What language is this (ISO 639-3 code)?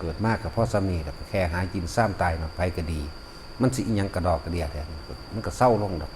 tts